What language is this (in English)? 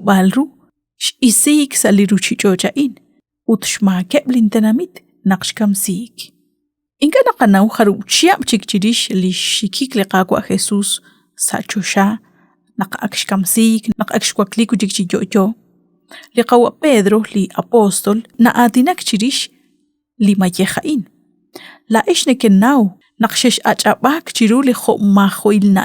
Kekchí